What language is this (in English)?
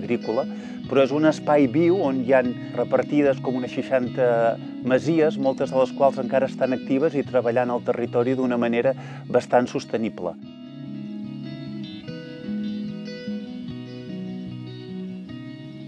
Catalan